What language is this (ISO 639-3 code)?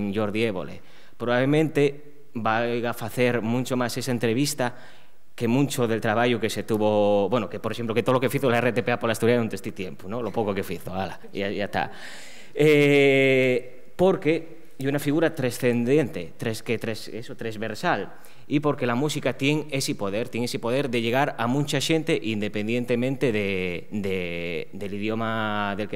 ast